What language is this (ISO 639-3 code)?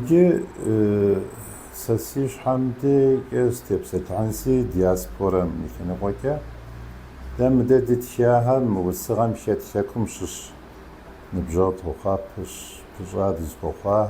kbd